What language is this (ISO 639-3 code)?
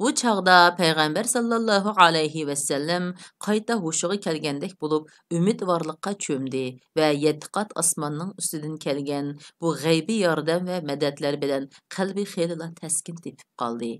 uig